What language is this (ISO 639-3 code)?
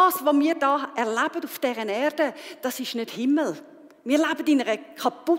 gsw